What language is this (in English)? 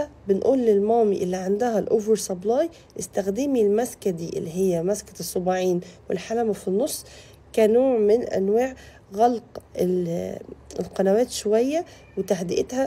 Egyptian Arabic